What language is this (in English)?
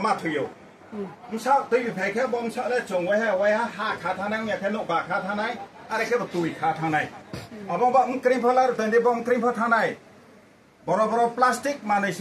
Riang (India)